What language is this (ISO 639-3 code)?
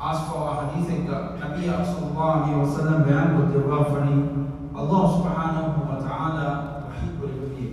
div